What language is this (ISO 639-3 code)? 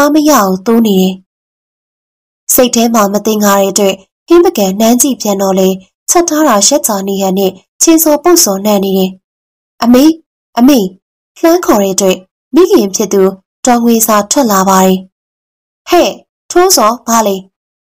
mya